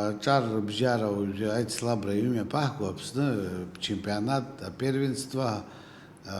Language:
Abkhazian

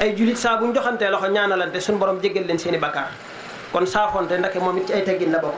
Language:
Wolof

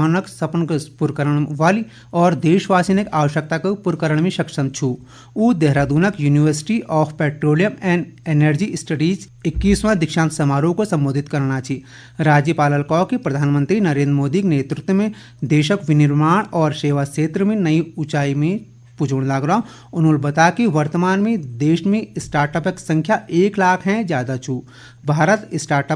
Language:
Garhwali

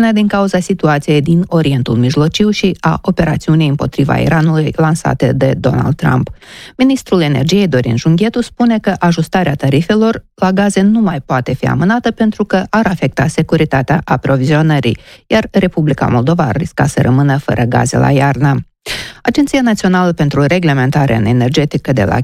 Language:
Romanian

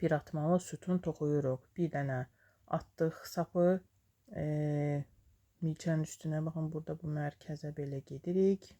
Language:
Azerbaijani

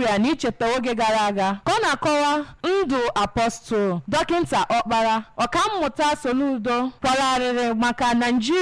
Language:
Igbo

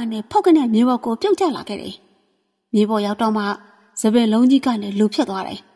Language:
Burmese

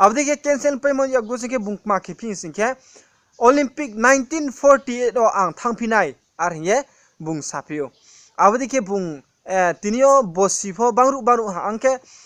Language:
Riang (India)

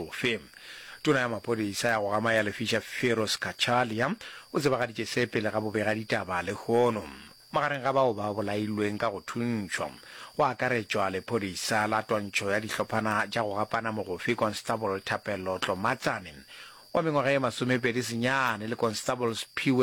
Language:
Northern Sotho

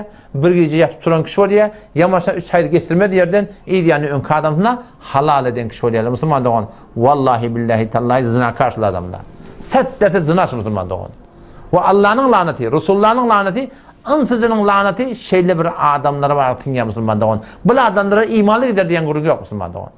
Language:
Turkmen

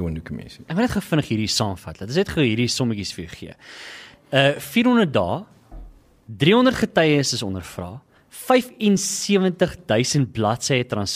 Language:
Afrikaans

